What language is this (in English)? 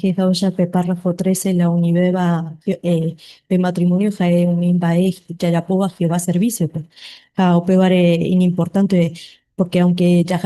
Guarani